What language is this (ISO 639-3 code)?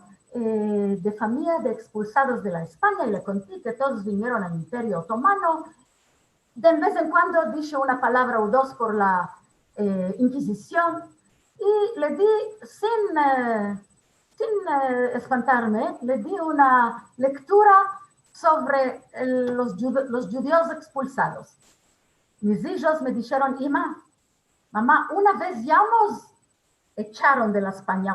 lad